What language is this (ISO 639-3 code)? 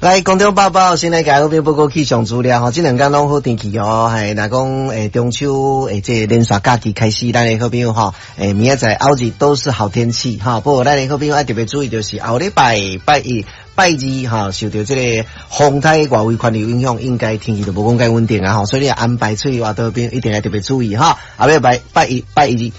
nan